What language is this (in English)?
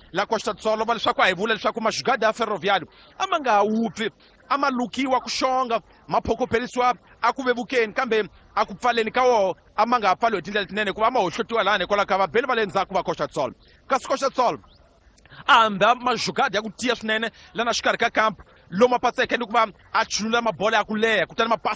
Tsonga